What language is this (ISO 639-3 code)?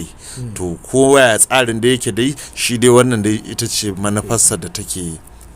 hau